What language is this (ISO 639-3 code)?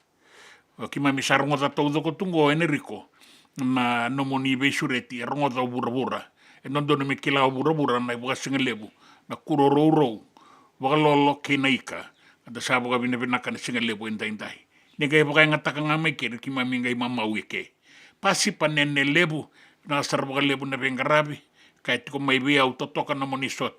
fij